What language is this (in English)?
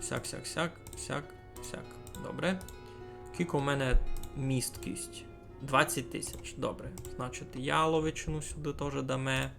Rusyn